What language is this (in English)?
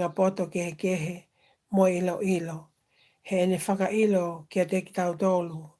Tongan